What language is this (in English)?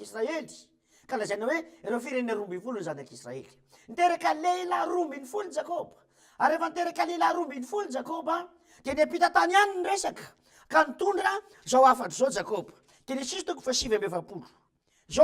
Malagasy